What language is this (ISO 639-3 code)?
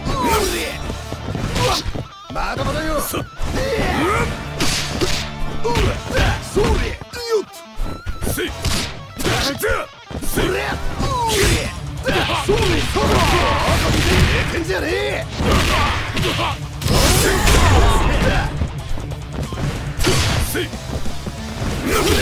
jpn